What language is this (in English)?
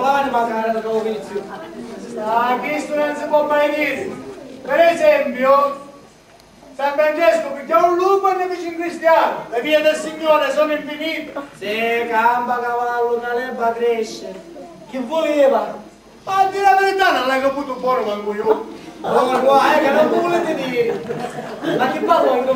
Sicilian